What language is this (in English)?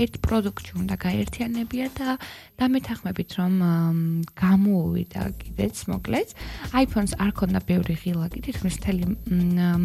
Georgian